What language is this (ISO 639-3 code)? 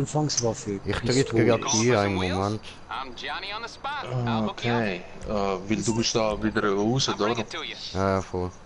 gsw